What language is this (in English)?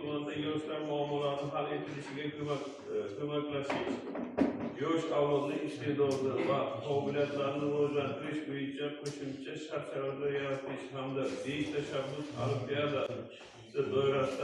Uzbek